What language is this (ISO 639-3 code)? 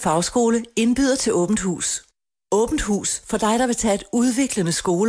dan